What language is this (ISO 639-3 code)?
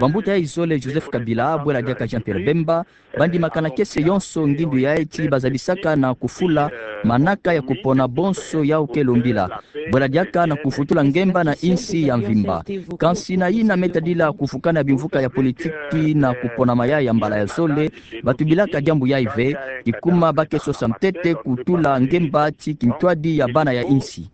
ktu